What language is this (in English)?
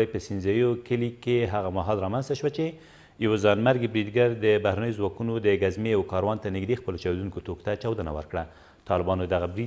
Pashto